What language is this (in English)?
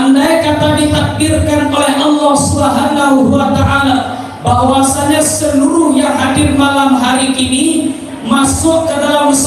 Minangkabau